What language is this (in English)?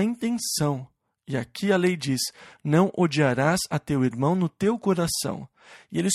Portuguese